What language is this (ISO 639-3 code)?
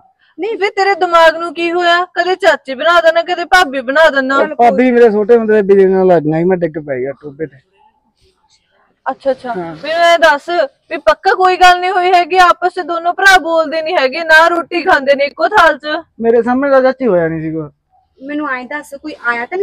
pan